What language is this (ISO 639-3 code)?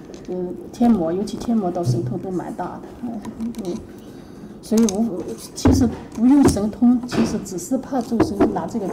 zho